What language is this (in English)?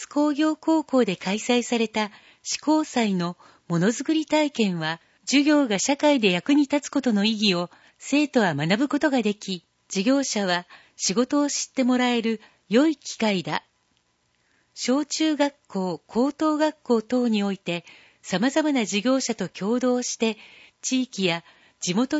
Japanese